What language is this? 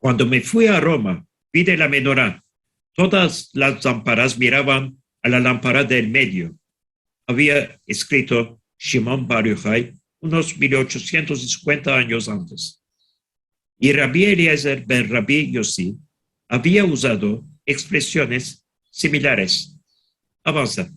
Ladino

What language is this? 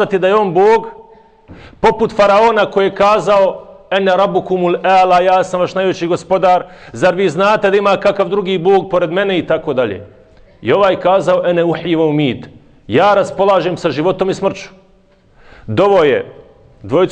Bosnian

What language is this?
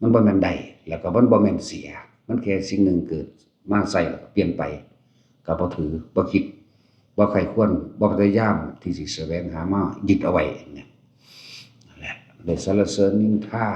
Northeastern Thai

